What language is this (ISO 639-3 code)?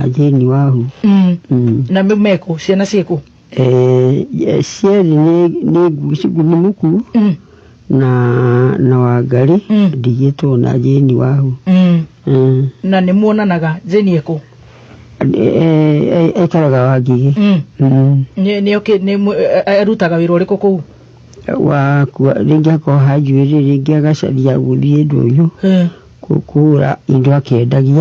kik